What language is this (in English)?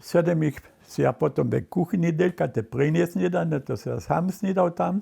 Upper Sorbian